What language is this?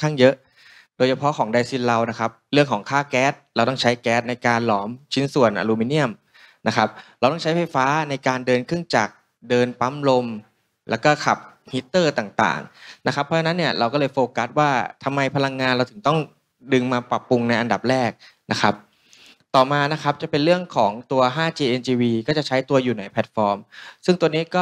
Thai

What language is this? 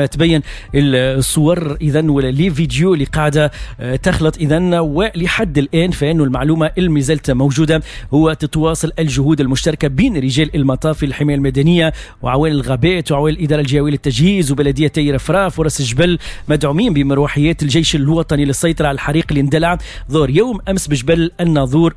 Tunisian Arabic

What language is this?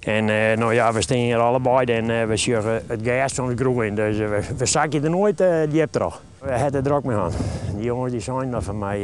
Western Frisian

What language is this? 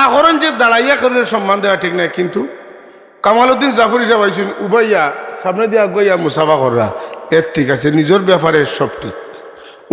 Sylheti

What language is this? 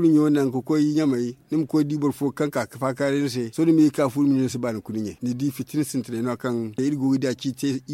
Zarma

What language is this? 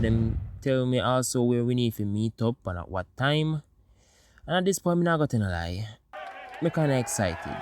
Jamaican Creole English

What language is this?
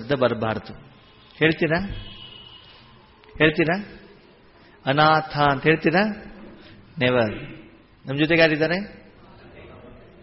Kannada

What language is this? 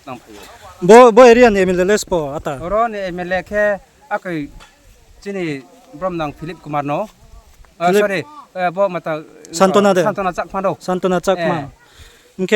Riang (India)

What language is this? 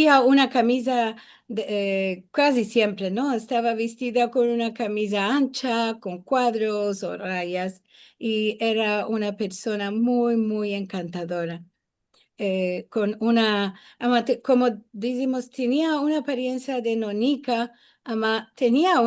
Ladino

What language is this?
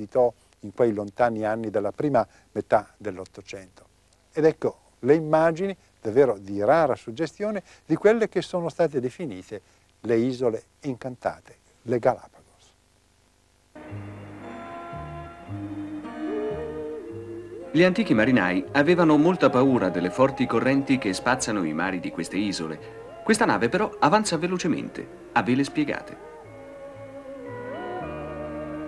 Italian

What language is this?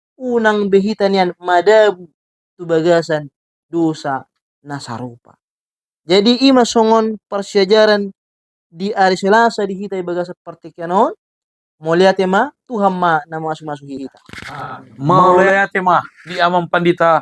Batak Toba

